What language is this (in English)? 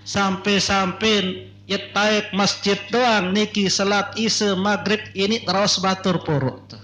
Sasak